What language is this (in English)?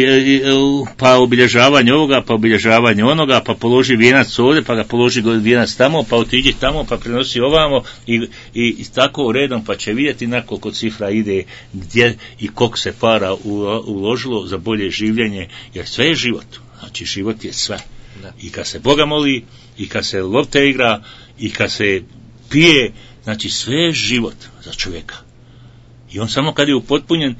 Bosnian